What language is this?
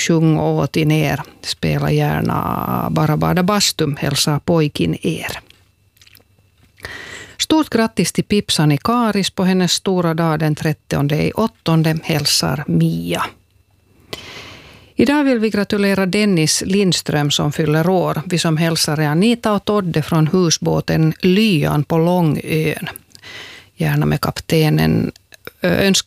Swedish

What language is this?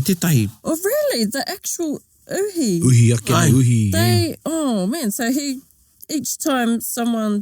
Māori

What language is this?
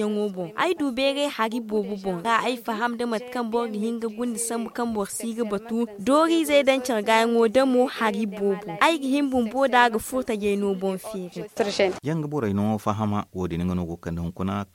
Zarma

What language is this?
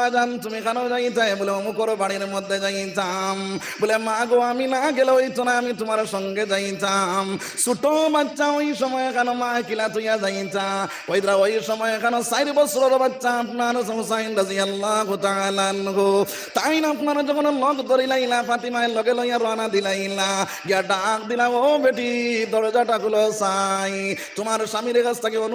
Sylheti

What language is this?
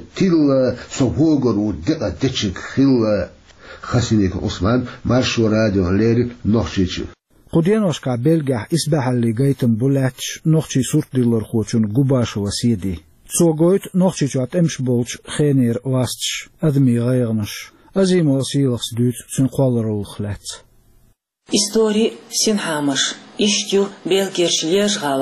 Chechen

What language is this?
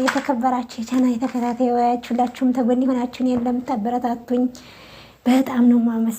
Amharic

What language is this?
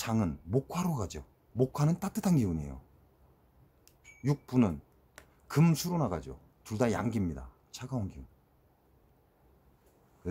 Korean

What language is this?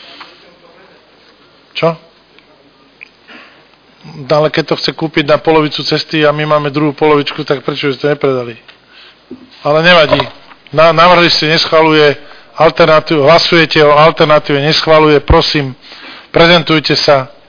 Slovak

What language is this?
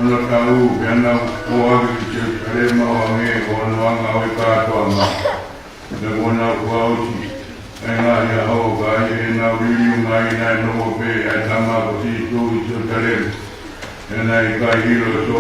Tongan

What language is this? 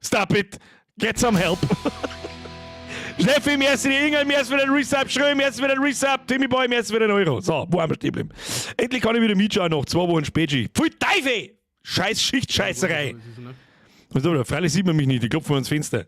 Bavarian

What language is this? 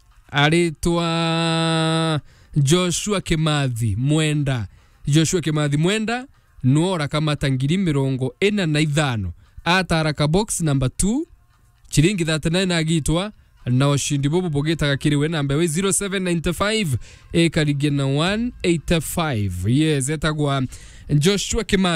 Meru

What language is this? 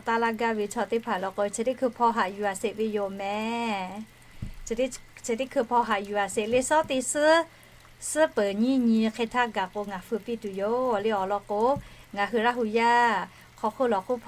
Lahu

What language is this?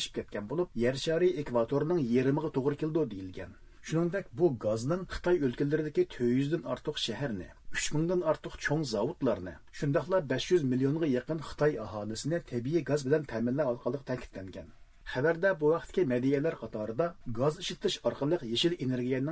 Uyghur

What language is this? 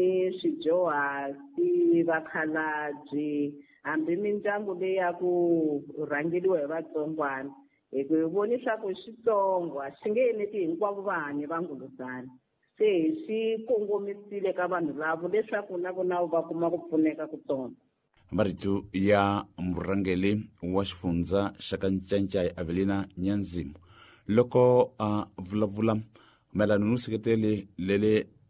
Tsonga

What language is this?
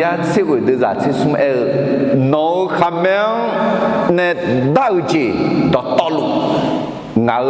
Akha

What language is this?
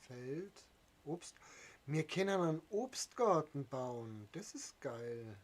Bavarian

